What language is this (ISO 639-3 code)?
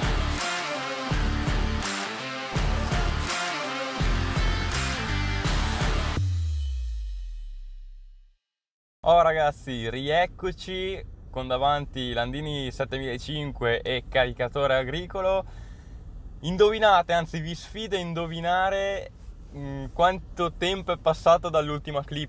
ita